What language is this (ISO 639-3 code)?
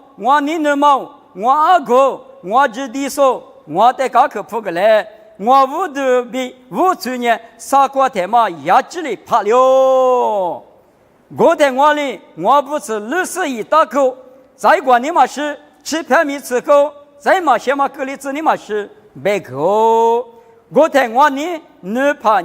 lis